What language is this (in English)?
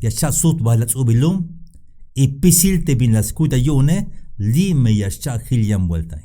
Tzeltal